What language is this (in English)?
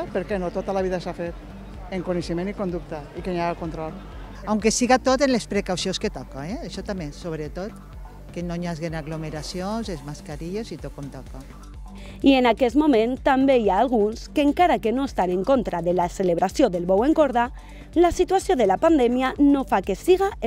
Catalan